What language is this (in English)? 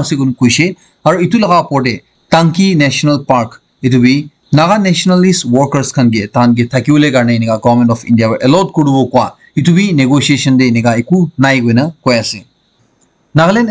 Naga Pidgin